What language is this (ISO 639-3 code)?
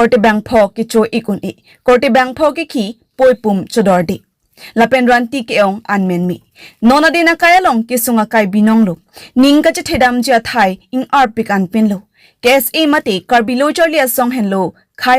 mjw